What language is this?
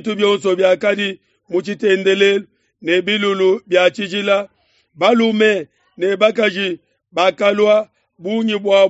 Luba-Lulua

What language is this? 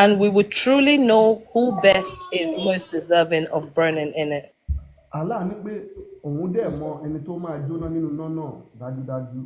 Yoruba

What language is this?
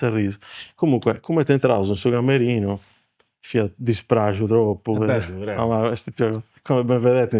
Sardinian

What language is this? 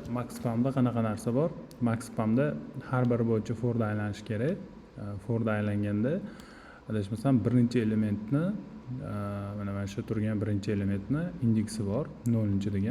Uzbek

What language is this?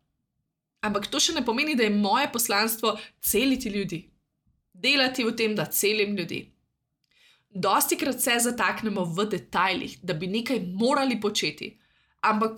Slovenian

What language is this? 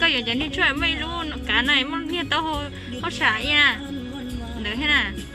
Hmong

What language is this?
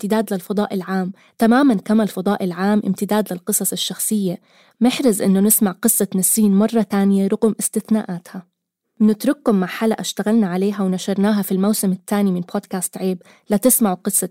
North Levantine Arabic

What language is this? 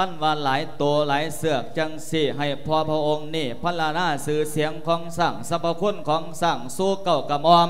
Lao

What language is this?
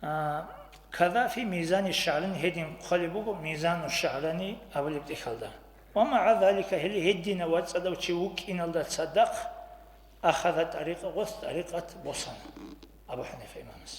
Avaric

